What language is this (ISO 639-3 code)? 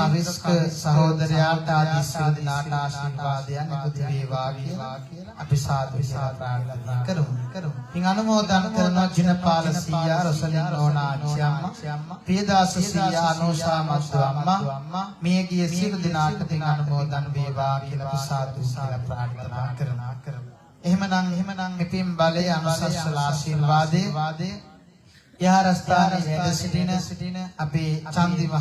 sin